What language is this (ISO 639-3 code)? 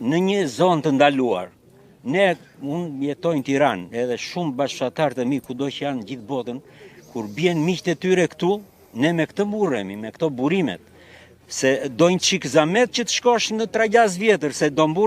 sqi